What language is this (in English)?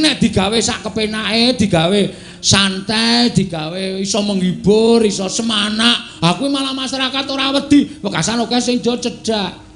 Javanese